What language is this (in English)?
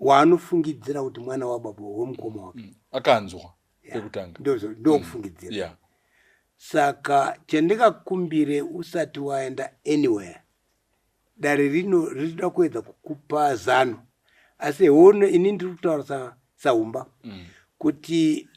Shona